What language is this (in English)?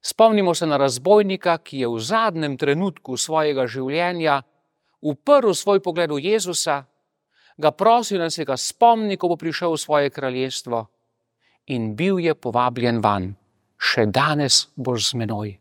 Slovenian